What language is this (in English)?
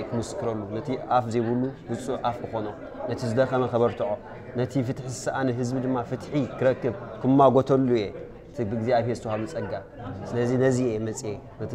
Tigrinya